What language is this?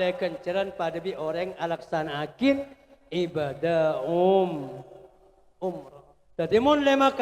Madurese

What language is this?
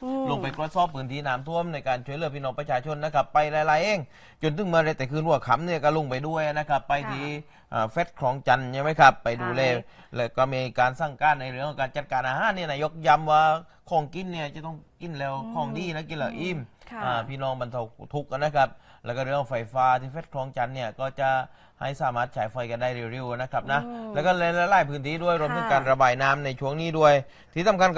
Thai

